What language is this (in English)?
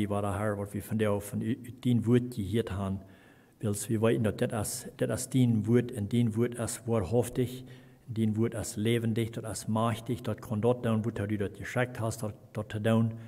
Plautdietsch